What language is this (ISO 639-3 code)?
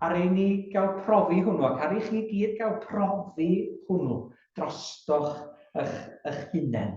cym